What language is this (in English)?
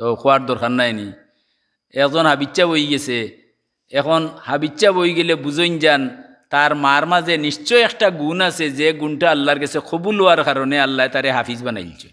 Sylheti